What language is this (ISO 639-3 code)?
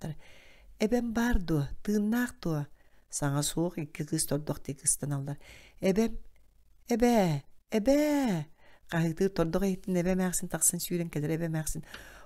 sah